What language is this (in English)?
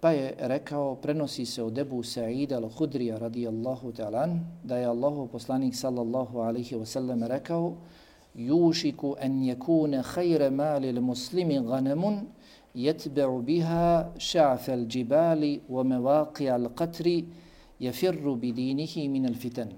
Bosnian